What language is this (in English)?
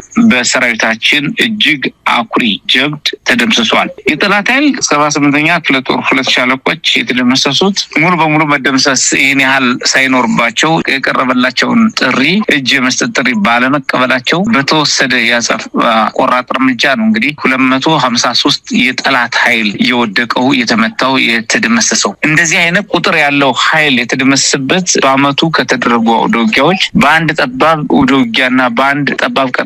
Amharic